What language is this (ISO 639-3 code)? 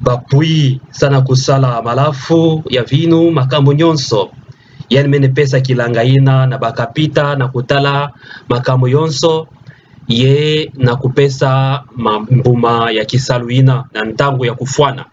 ktu